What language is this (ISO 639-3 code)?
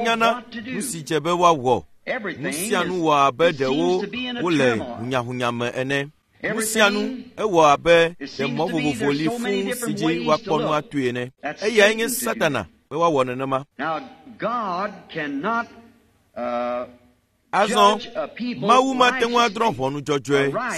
ewe